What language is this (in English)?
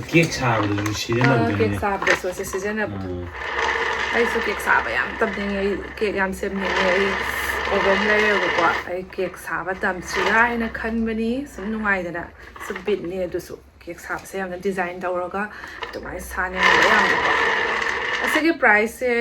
Manipuri